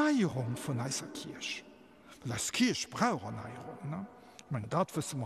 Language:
Luxembourgish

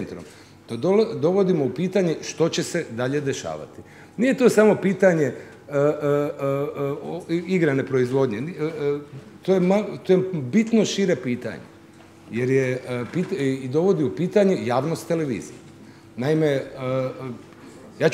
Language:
Croatian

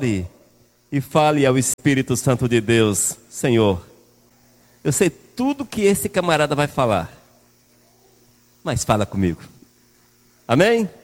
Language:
Portuguese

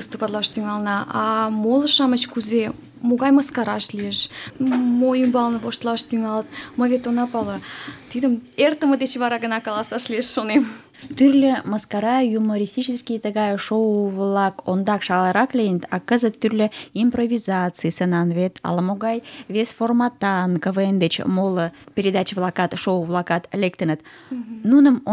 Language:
Mari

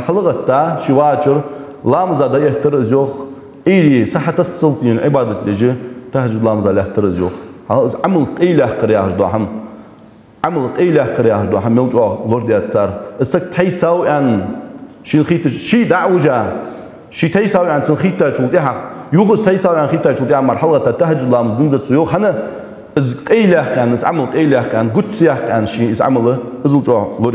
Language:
Ingush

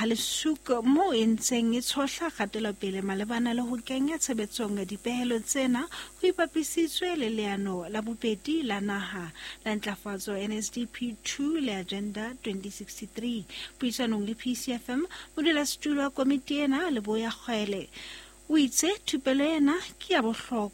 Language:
Southern Sotho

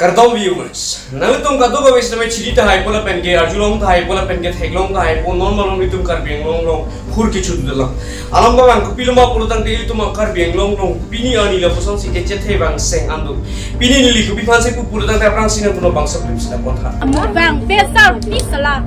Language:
Karbi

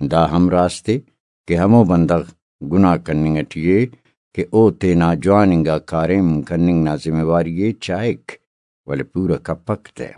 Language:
Brahui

